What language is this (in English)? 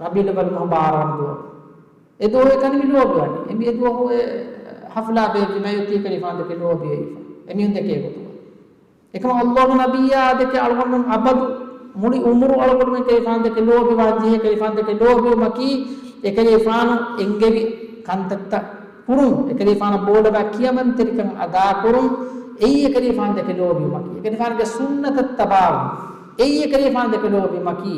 Divehi